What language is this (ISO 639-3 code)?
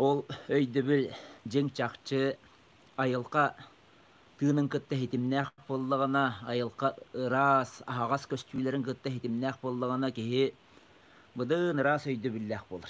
sah